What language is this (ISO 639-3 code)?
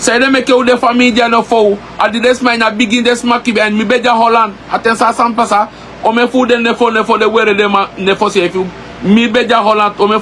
srn